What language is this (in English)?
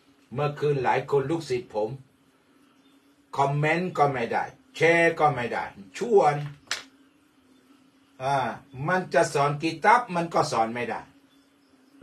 Thai